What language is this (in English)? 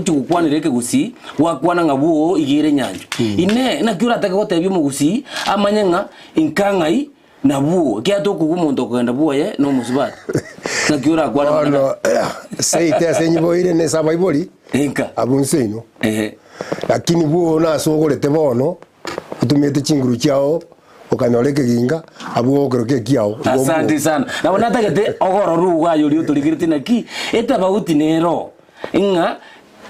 Gusii